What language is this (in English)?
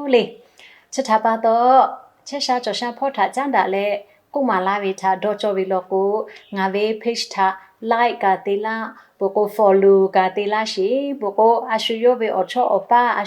Lahu